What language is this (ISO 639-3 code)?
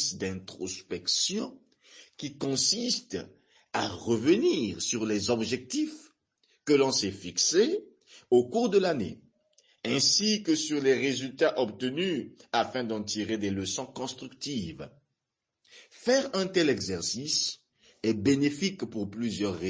fra